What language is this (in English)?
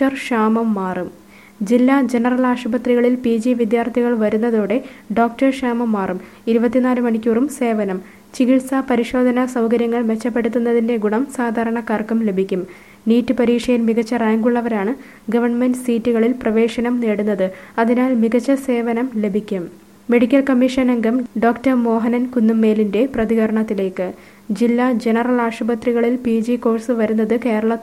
Malayalam